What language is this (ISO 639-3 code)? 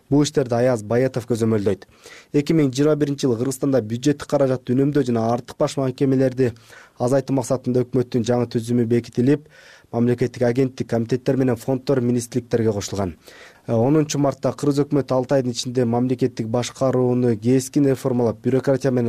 kir